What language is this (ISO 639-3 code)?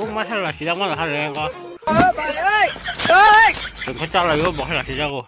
trp